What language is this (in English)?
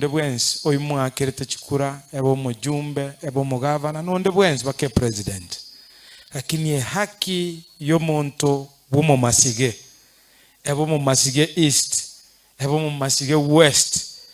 Gusii